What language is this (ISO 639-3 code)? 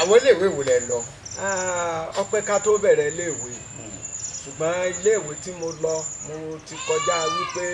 yor